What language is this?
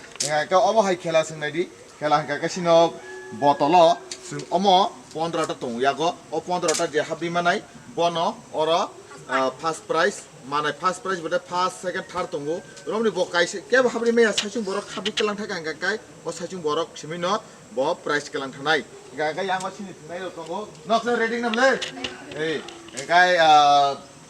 Kok Borok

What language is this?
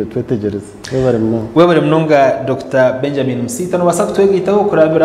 Nyankole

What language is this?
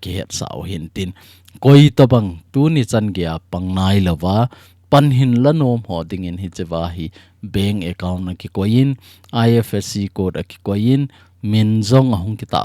Thado Chin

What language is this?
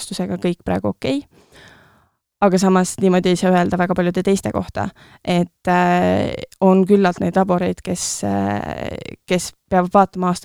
Estonian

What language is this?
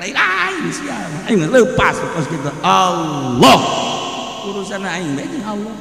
Sundanese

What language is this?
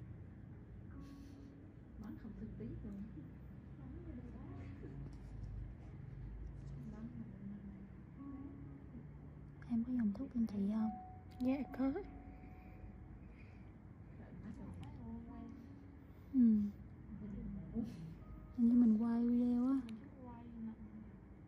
Vietnamese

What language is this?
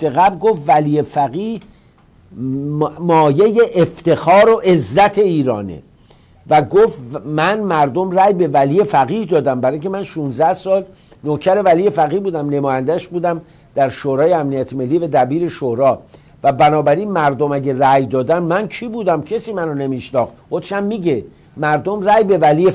Persian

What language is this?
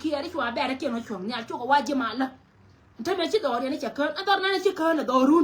Nuer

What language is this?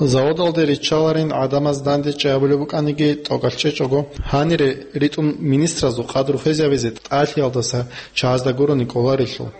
Avaric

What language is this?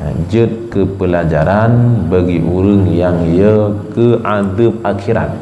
Achinese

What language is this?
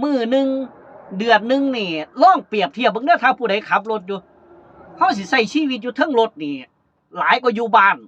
Lao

